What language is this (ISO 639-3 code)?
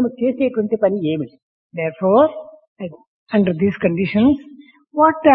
tel